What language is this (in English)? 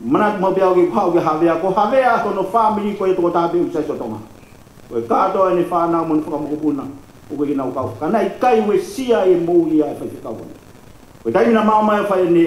Tongan